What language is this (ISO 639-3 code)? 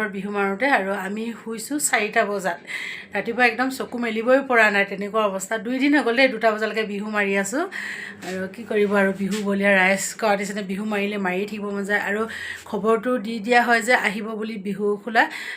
asm